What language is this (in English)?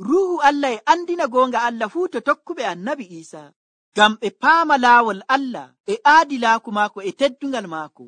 Nigerian Fulfulde